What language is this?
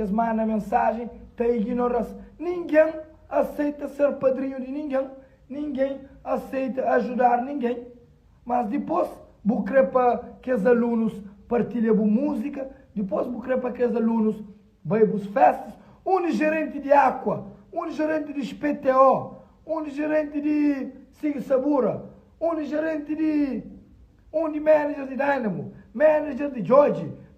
Kabuverdianu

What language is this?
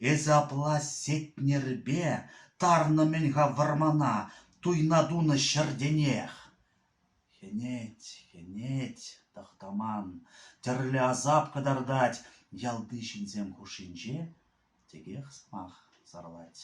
Chuvash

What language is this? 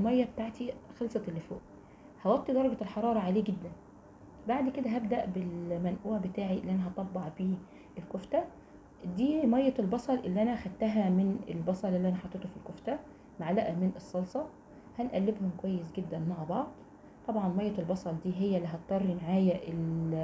Egyptian Arabic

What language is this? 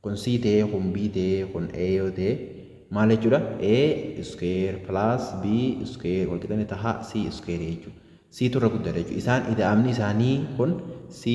Oromo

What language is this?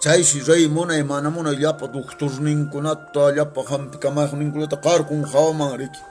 Quechua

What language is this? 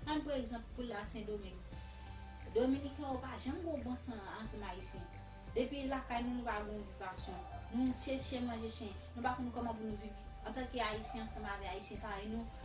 Haitian Creole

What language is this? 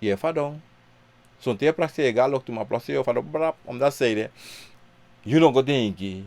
Sranan Tongo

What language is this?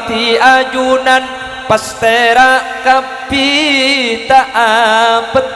Madurese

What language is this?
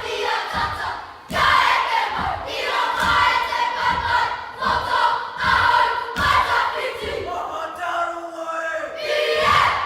Māori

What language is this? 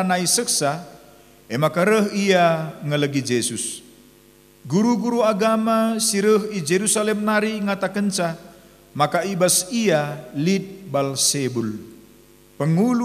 Batak Karo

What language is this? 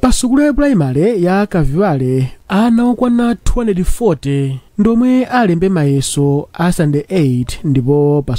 Nyanja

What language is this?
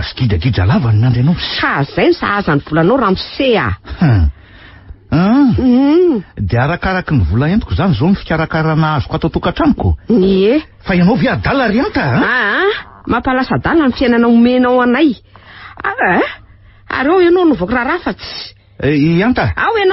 Malagasy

